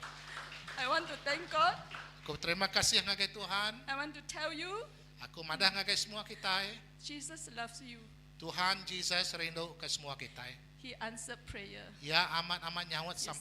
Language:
Iban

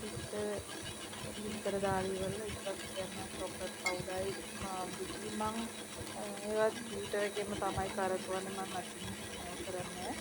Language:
Sinhala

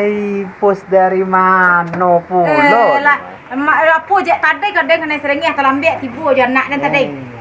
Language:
Minangkabau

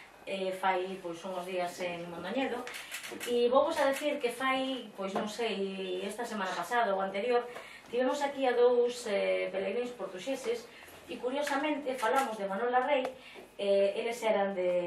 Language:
Galician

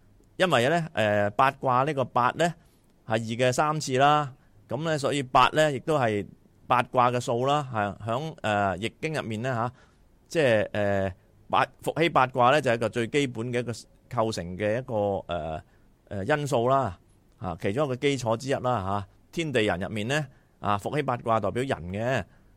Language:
Cantonese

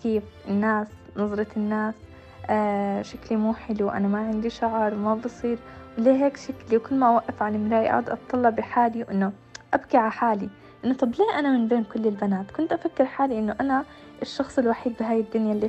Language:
North Levantine Arabic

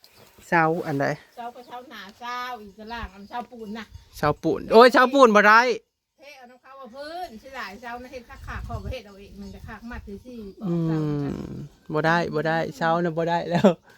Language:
Northeastern Thai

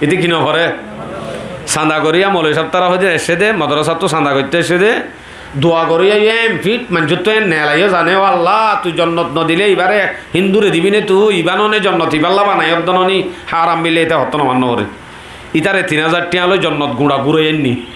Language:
Rohingya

